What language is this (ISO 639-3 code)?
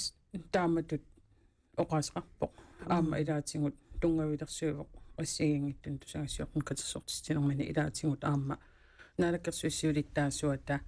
kal